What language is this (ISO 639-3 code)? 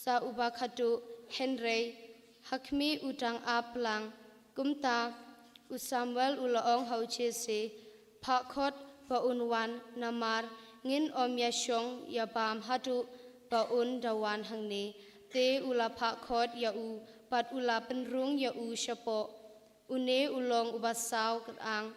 kha